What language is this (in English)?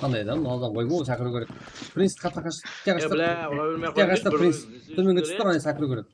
Kara-Kalpak